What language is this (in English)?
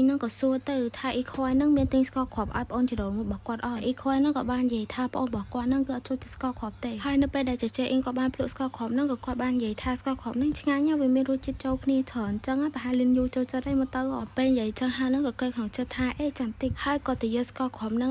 Khmer